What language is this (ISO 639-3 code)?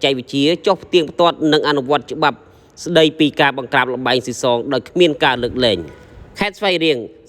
khm